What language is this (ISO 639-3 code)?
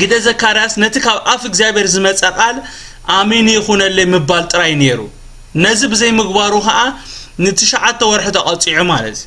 tir